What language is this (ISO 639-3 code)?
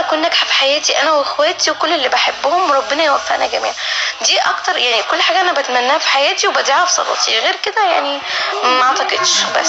arz